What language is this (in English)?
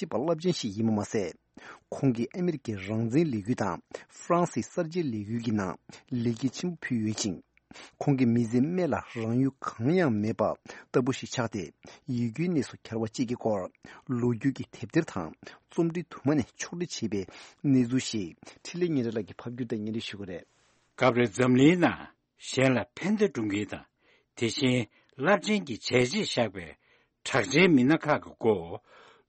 Tibetan